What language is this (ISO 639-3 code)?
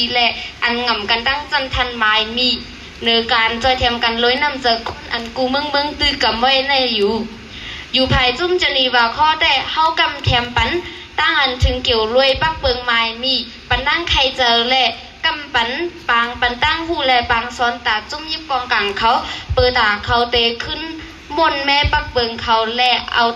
shn